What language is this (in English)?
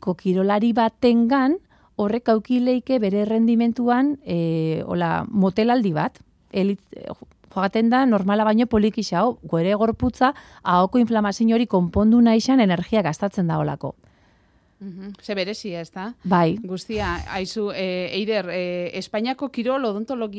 Basque